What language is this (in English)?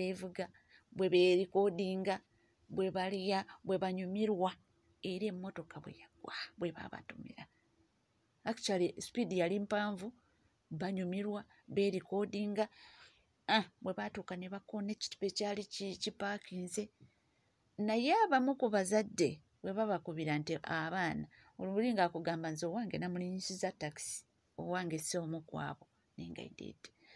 Ganda